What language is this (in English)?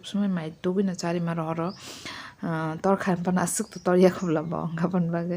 Kok Borok